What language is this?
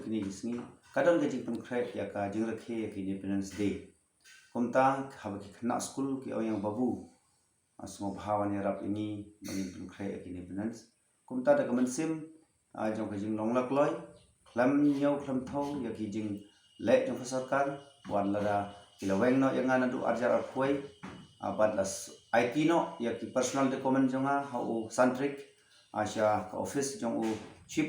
Khasi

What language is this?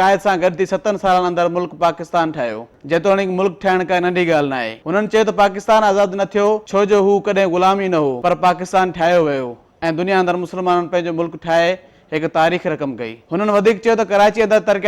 Sindhi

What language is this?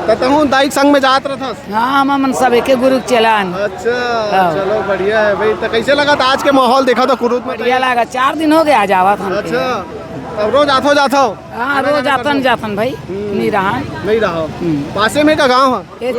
Chhattisgarhi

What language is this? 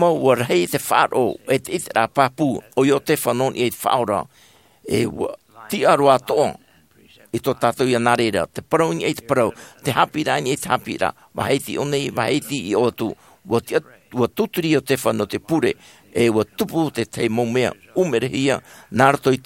Tahitian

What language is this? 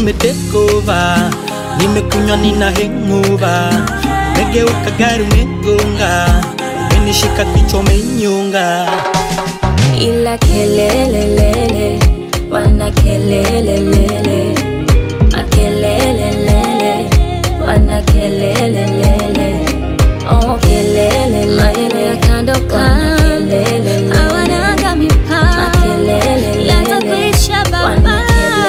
Swahili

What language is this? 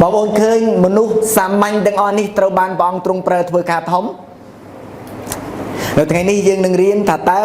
Khmer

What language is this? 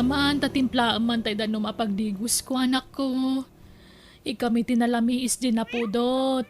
Iloko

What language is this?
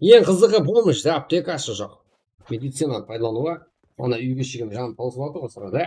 Kara-Kalpak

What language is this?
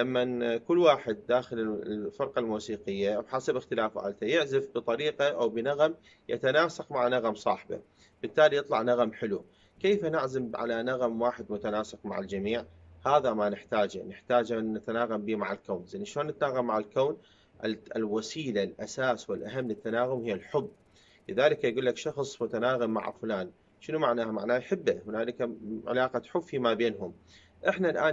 Mesopotamian Arabic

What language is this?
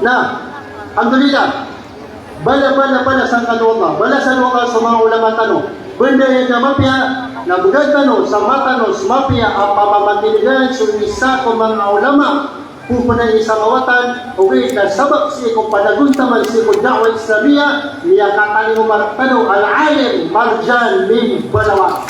Maranao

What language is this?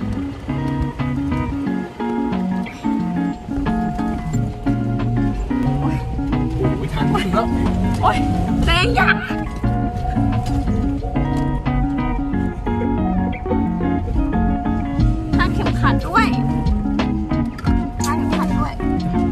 Thai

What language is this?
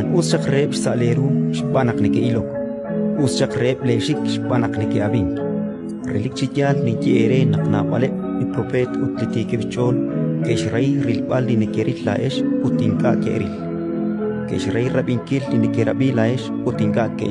Kekchí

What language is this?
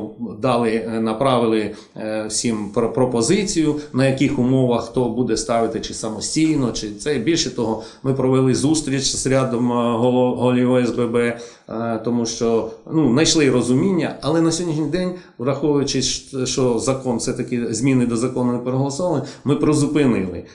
Ukrainian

